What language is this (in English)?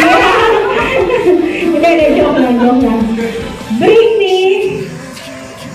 Filipino